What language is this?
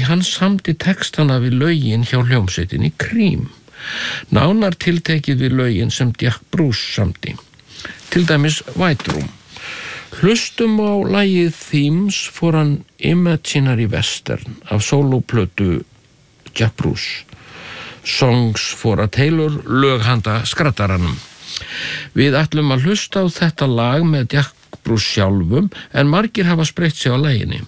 Icelandic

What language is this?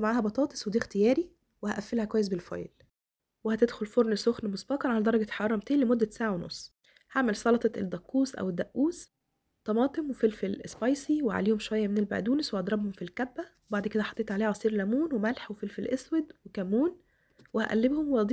Egyptian Arabic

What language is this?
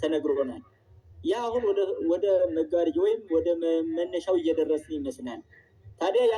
Amharic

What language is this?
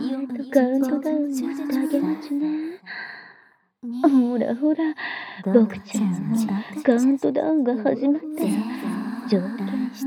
Japanese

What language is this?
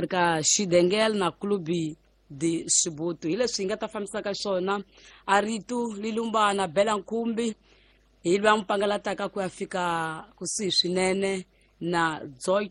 Tsonga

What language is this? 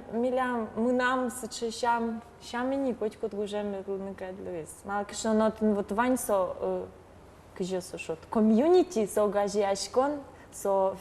Udmurt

